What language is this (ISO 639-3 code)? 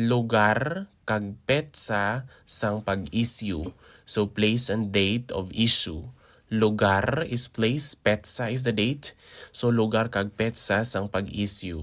hil